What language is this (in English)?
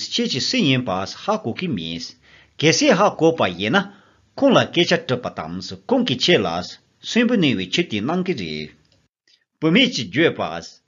Tibetan